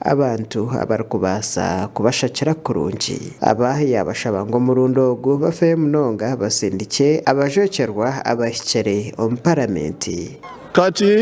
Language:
Nyankole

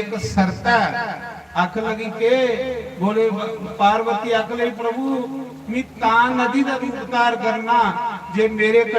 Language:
Dogri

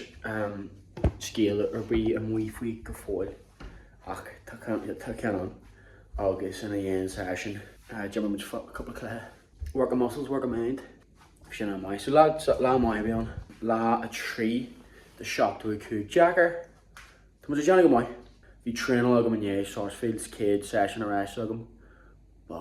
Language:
Irish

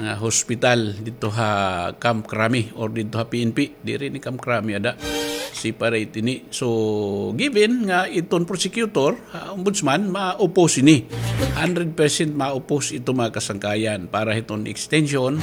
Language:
Waray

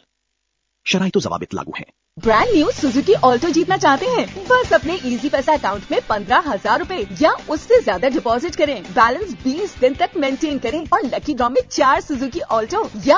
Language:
Urdu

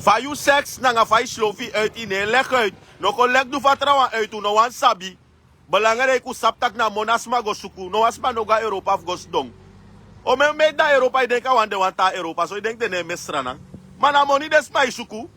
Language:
Sranan Tongo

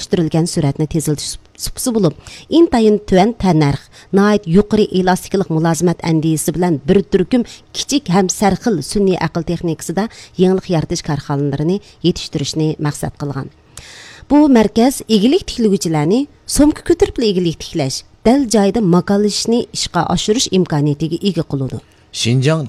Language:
Uyghur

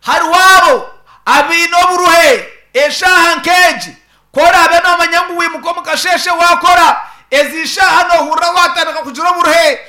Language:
Nyankole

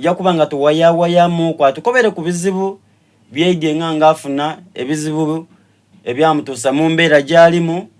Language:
Soga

